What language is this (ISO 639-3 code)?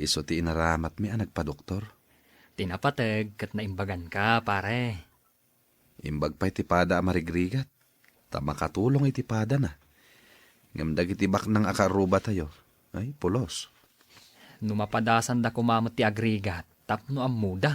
ilo